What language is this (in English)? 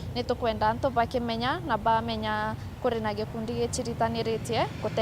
Meru